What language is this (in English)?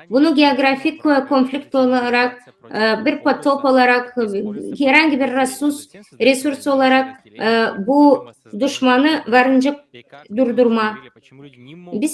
Gagauz